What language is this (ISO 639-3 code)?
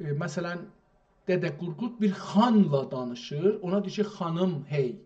azb